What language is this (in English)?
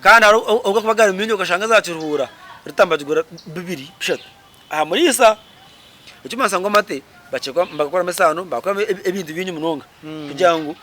Nyankole